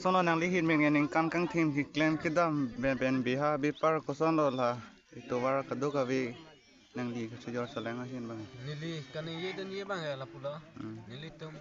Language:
Karbi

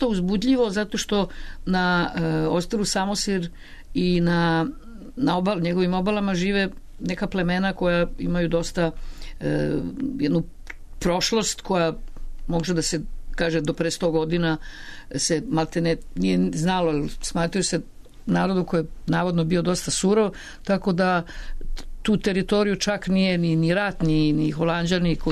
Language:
Serbian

